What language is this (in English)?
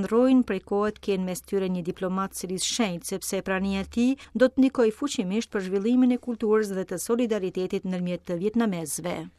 Albanian